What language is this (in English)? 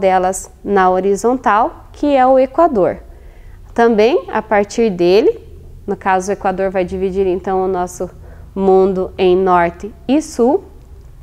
Portuguese